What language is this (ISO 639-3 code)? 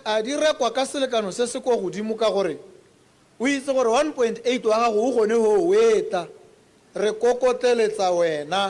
tsn